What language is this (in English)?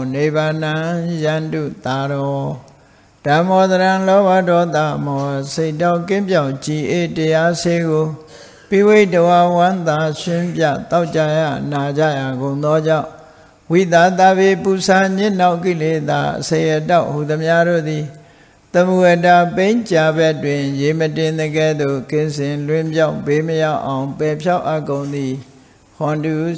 Burmese